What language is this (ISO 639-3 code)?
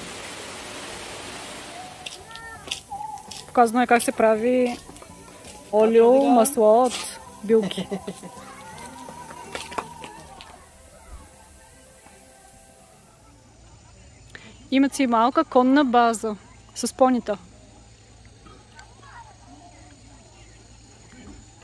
bul